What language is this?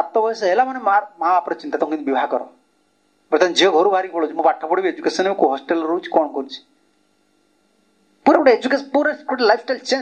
Odia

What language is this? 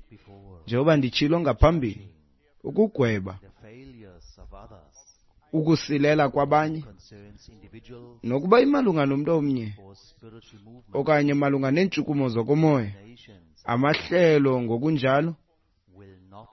Xhosa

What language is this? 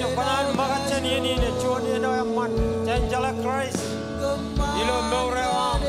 Marshallese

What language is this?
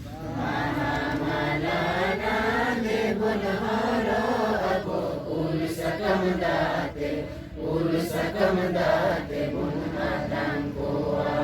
Santali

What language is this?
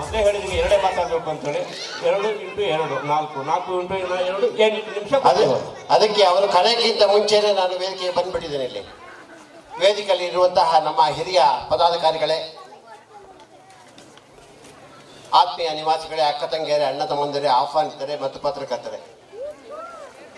Kannada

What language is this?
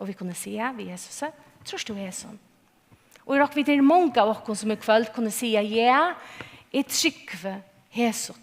Faroese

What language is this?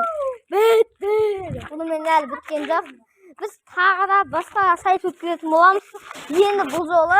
Kazakh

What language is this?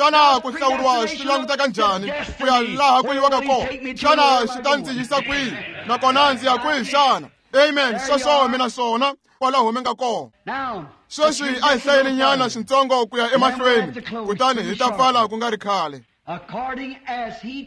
Tsonga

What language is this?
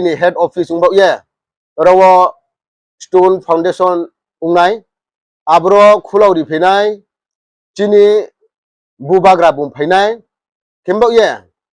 Riang (India)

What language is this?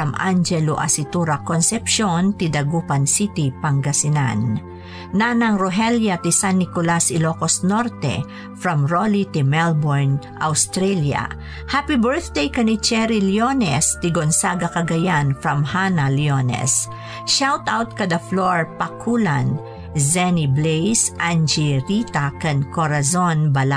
Iloko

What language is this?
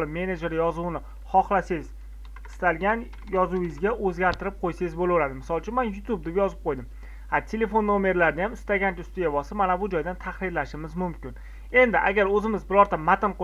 Uzbek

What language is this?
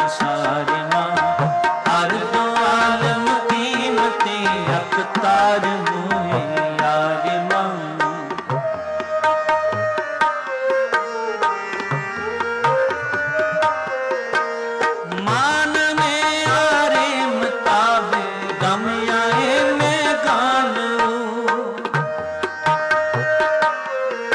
Punjabi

